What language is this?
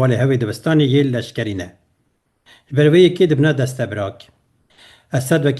Kurdish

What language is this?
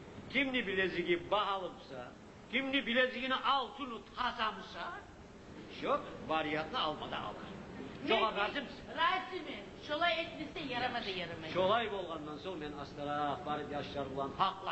Kumyk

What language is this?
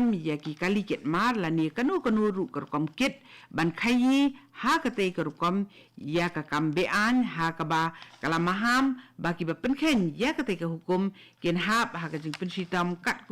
Khasi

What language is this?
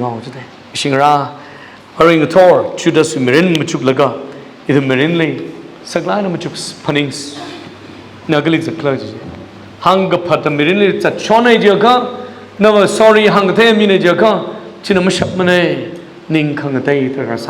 Tangkhul Naga (India)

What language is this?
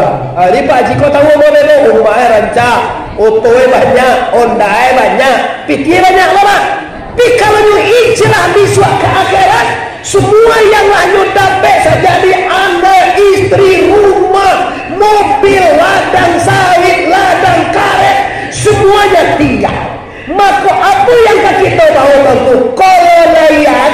Minangkabau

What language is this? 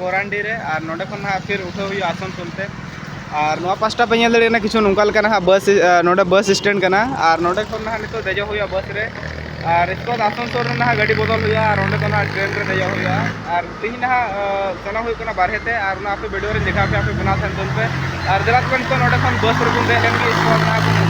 Santali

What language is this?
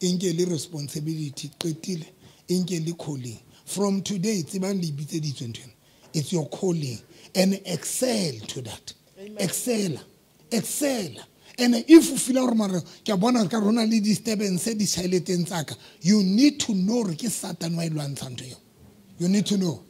Southern Sotho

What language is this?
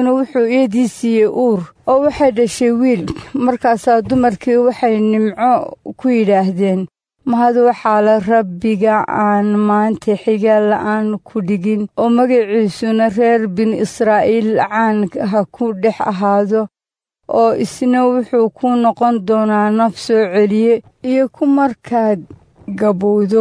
Somali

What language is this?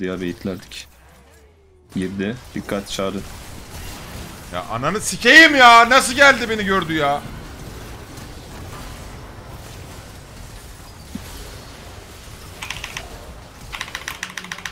Turkish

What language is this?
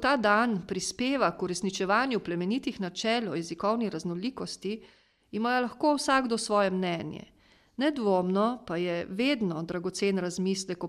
Slovenian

